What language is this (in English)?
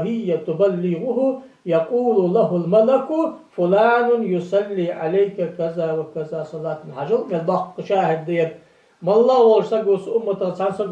Ingush